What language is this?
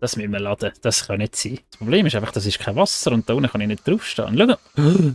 Swiss German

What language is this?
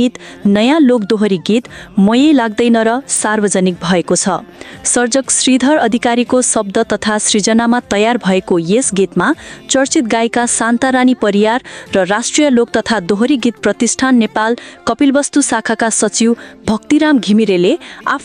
Nepali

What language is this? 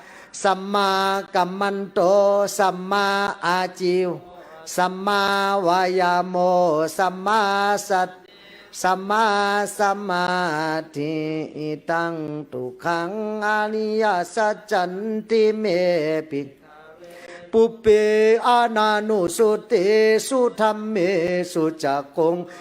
Pali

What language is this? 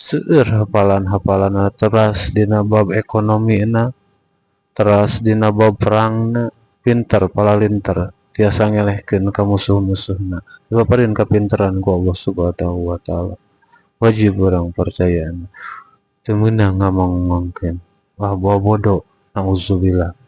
Sundanese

